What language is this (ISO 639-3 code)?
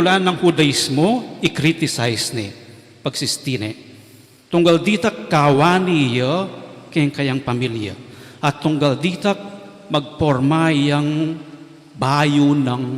pam